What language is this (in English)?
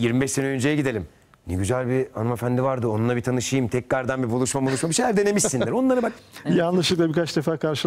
Turkish